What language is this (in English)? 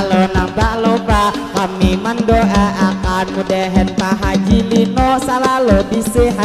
Banjar